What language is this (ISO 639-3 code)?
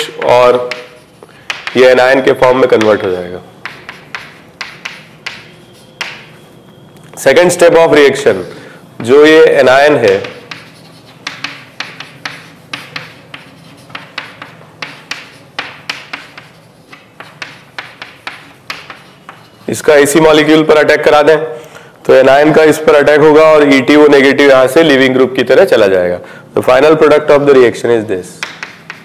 hin